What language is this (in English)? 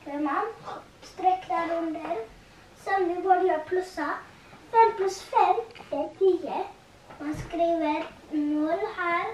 Faroese